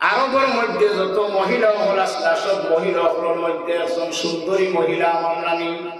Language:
Sylheti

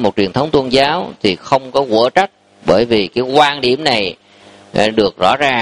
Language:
Vietnamese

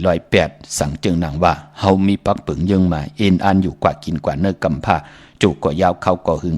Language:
Shan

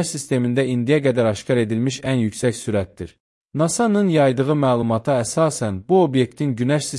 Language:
Azerbaijani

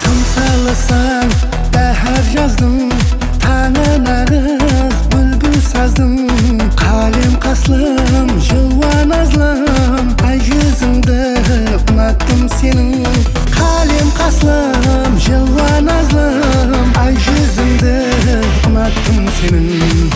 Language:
Kara-Kalpak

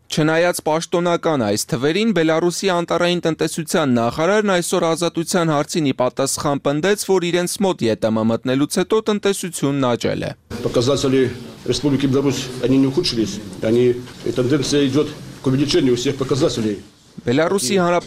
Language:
Armenian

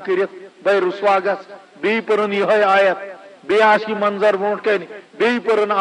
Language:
Kashmiri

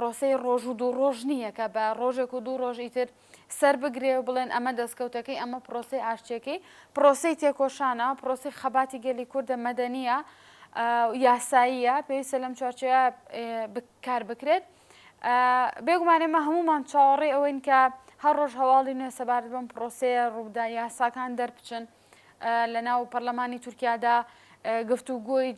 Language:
Central Kurdish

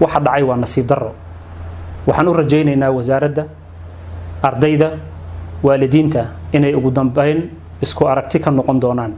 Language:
Somali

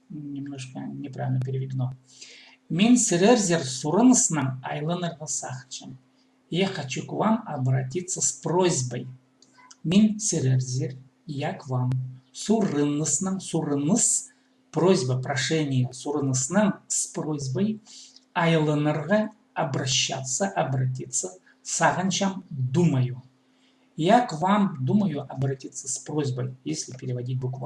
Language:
Khakas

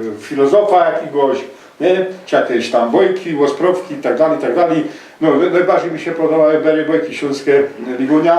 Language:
Silesian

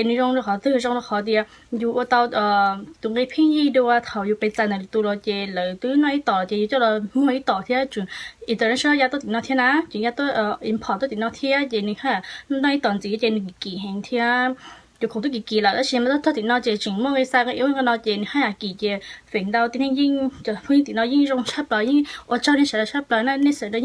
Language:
Hmong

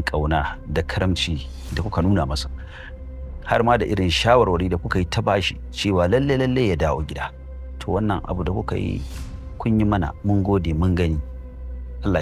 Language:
Hausa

